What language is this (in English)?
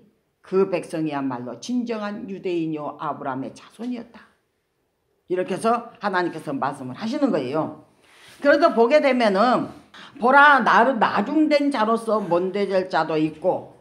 Korean